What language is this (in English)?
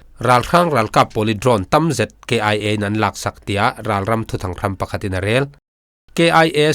Falam Chin